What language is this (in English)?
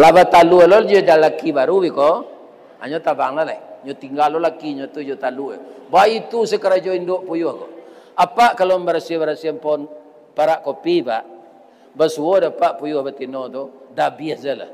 Minangkabau